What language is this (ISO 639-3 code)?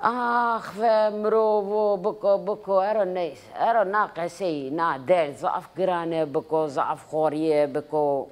zza